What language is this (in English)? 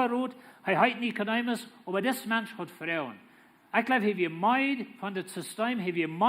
Plautdietsch